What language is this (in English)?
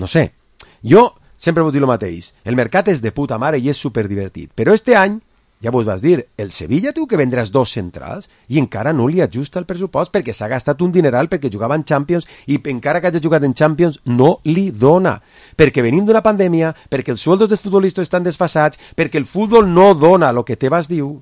Catalan